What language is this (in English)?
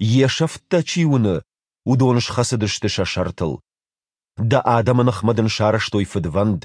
Ossetic